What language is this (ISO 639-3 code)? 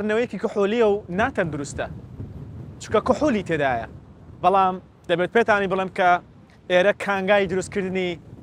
ckb